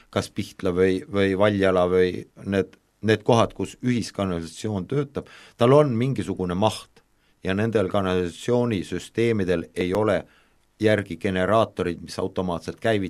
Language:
Estonian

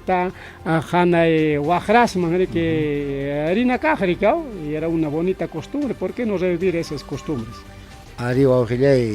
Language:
Ayacucho Quechua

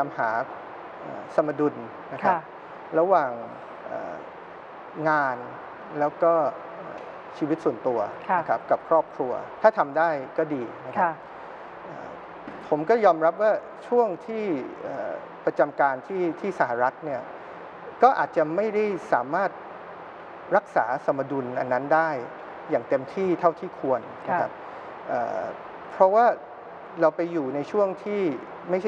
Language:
Thai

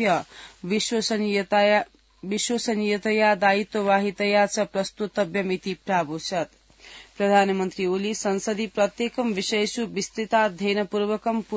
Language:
Sanskrit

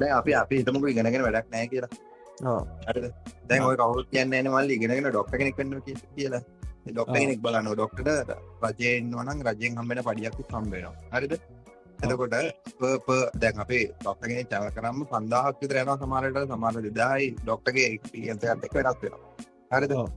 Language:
Sinhala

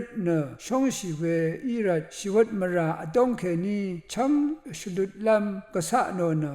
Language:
Rawang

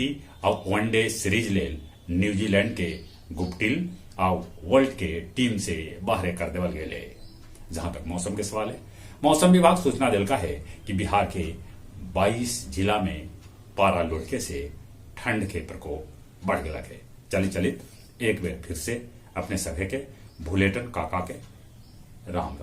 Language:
Magahi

